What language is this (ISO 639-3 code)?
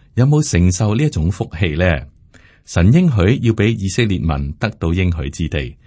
yue